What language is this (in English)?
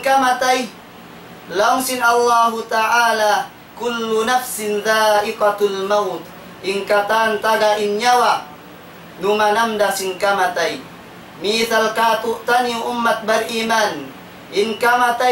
Tausug